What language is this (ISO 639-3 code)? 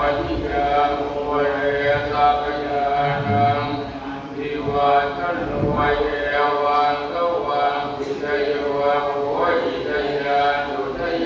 pli